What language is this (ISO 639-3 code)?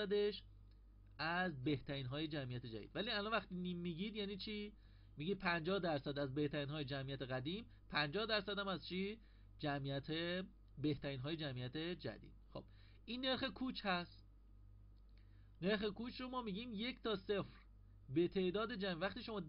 fas